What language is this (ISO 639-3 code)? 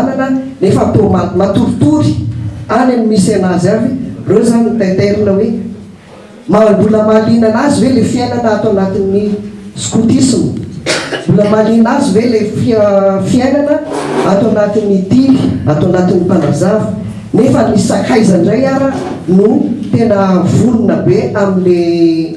mlg